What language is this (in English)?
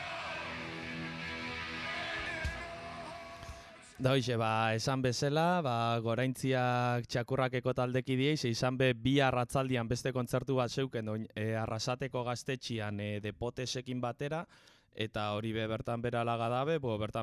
Basque